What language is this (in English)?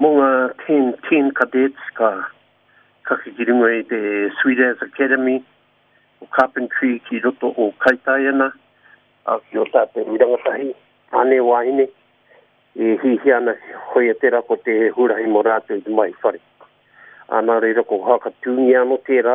Māori